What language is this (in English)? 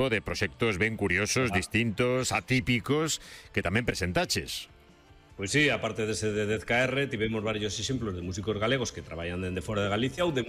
Galician